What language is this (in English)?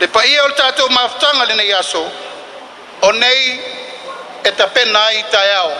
Samoan